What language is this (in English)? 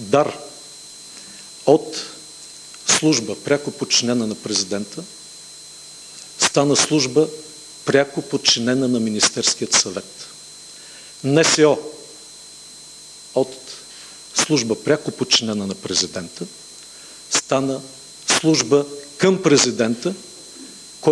Bulgarian